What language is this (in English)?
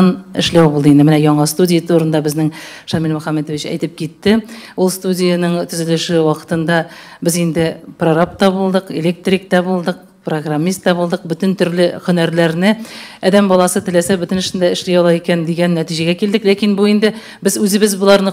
Tatar